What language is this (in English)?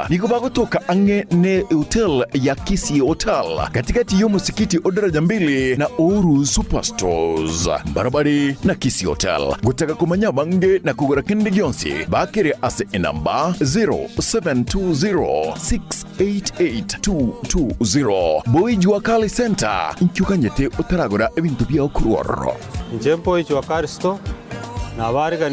Gusii